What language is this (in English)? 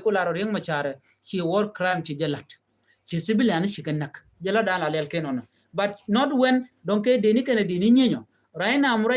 Nuer